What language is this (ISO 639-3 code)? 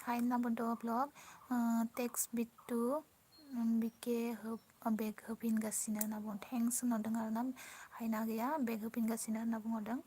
brx